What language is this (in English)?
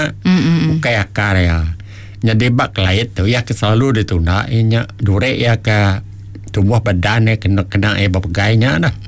Iban